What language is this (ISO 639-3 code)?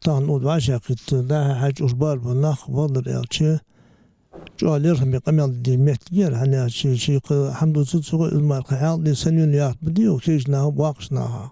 inh